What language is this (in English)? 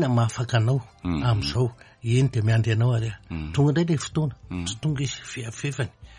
Malagasy